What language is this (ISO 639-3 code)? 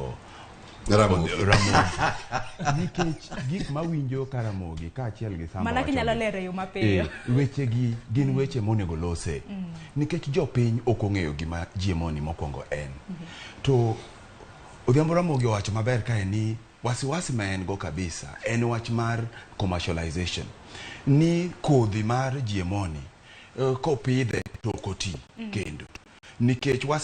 luo